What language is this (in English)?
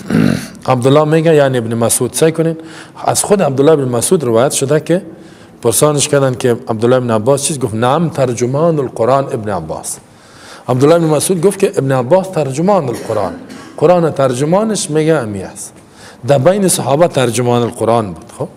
Persian